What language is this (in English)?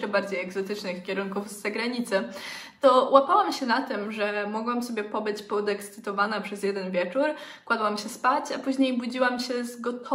Polish